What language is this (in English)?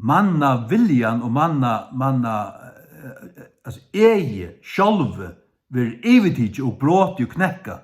Faroese